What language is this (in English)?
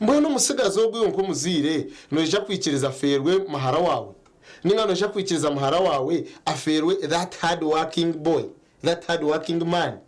Nyankole